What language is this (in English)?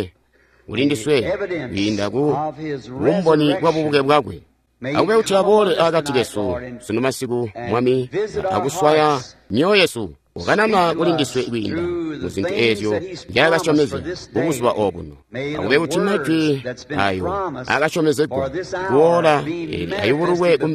Tonga (Zambia)